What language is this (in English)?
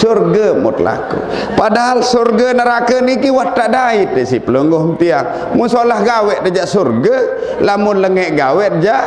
Sasak